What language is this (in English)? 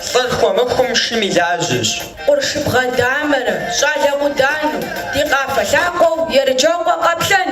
Kabardian